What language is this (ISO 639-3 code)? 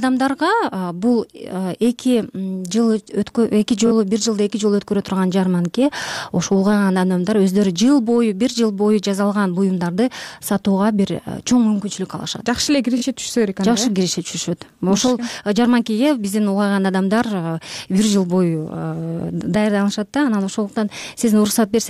kir